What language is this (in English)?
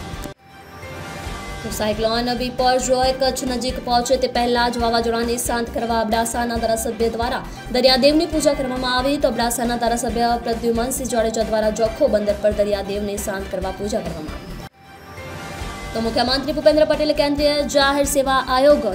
Gujarati